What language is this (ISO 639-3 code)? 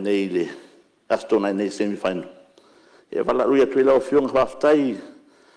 smo